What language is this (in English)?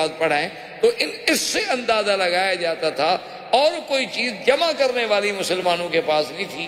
Urdu